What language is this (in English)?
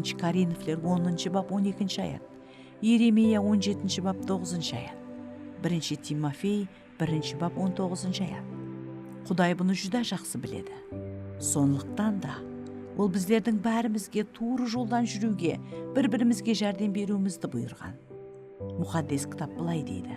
Kara-Kalpak